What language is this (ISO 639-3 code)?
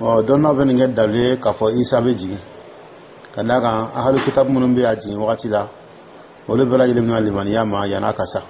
dyu